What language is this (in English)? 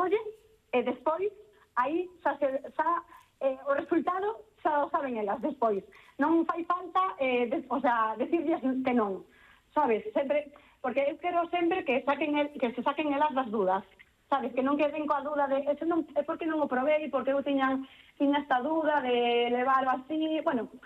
Galician